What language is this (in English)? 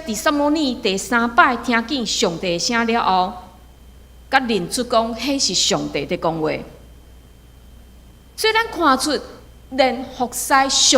Min Nan Chinese